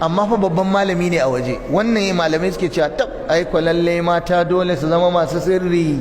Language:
Hausa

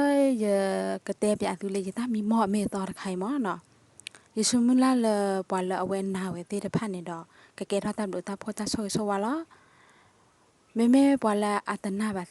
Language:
S'gaw Karen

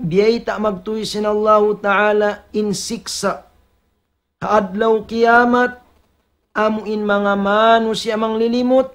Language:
Tausug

